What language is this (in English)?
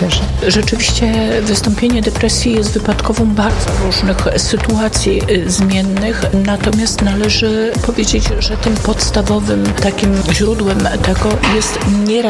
Polish